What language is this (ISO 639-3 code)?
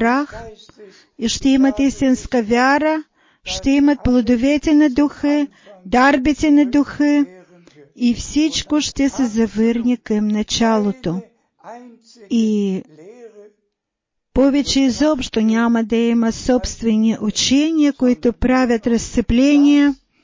bul